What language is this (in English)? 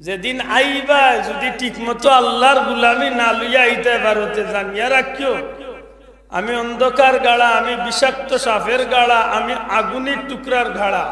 Sylheti